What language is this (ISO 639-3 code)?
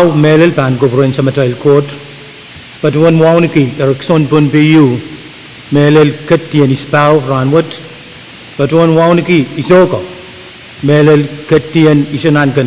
pon